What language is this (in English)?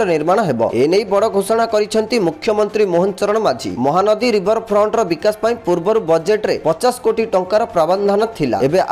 Odia